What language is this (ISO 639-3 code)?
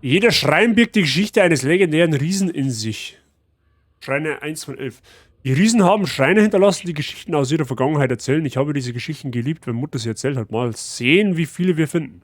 bar